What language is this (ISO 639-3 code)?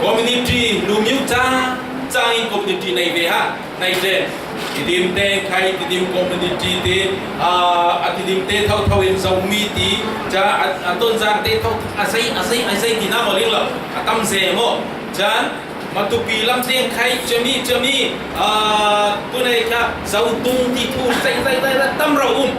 cfm